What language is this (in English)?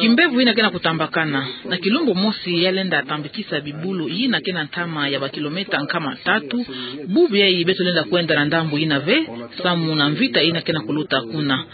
Kituba (Democratic Republic of Congo)